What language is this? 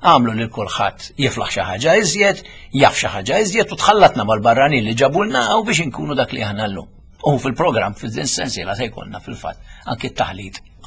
Maltese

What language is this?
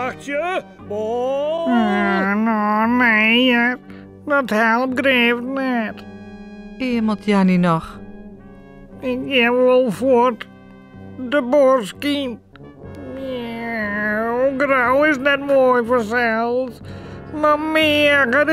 Western Frisian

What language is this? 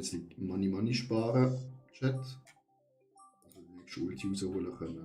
Swiss German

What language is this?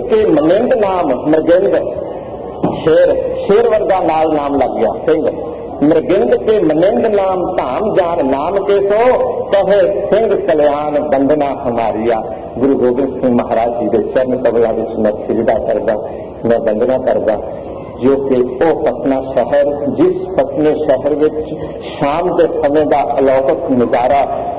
Punjabi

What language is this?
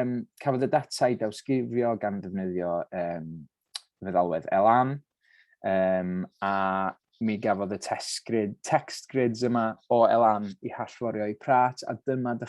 Welsh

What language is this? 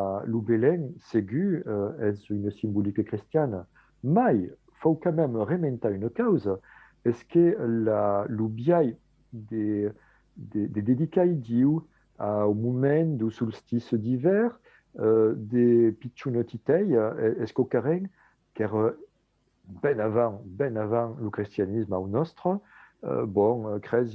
Occitan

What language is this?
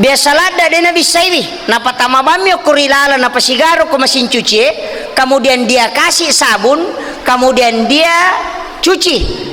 Buginese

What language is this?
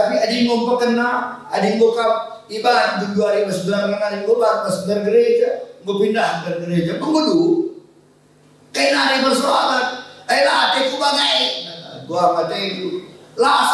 Batak Karo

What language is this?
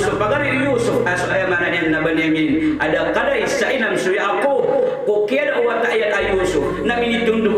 Maranao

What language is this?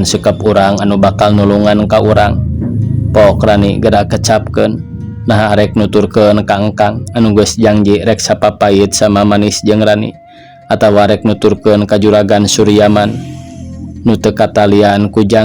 Sundanese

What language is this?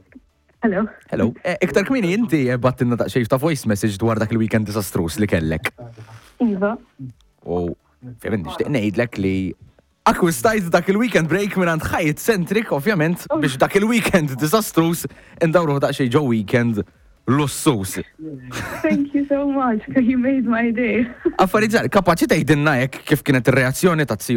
Maltese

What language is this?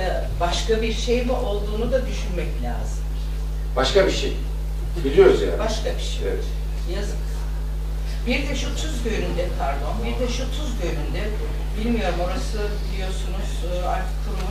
Turkish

